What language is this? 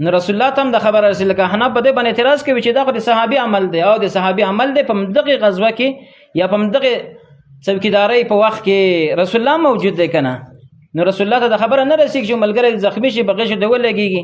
Pashto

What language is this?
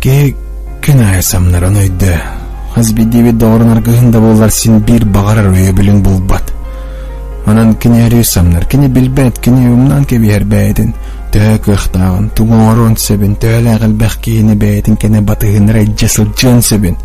Yakut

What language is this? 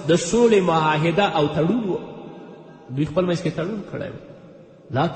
Pashto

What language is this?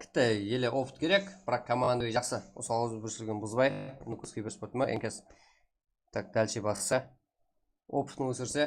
Kara-Kalpak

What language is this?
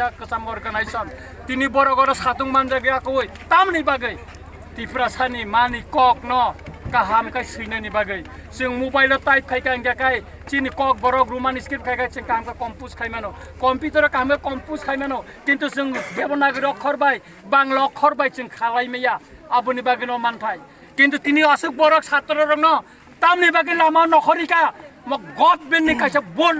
Kok Borok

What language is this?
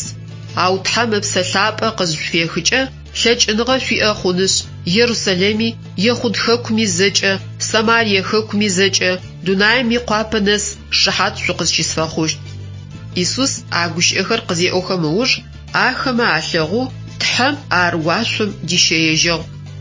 Adyghe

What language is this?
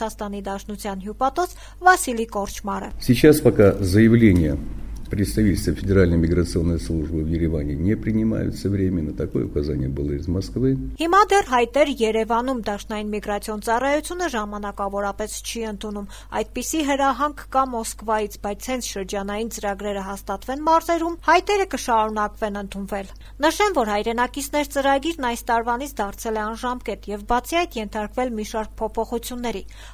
Armenian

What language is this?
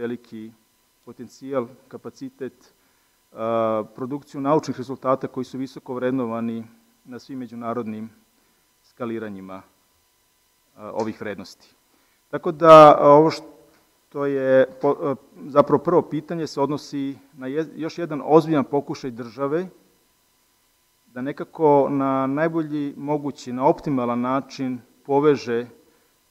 Serbian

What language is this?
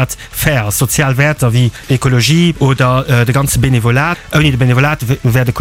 Luxembourgish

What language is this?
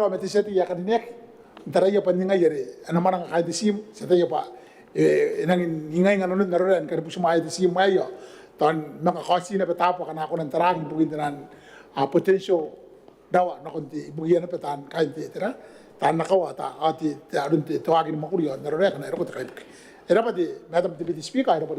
Gilbertese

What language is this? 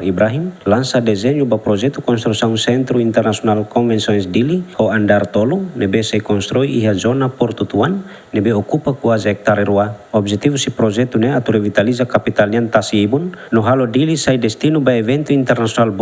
Tetum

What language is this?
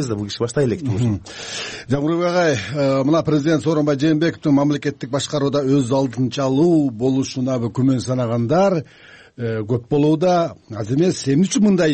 Kyrgyz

